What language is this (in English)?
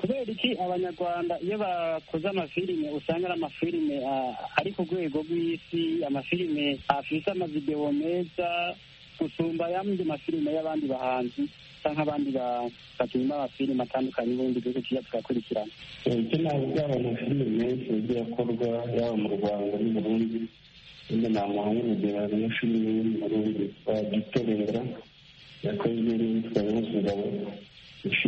Kinyarwanda